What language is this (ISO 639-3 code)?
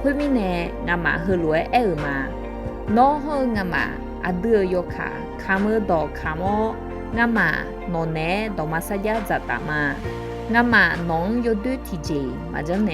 ahk